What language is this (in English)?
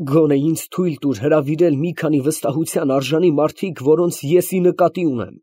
Armenian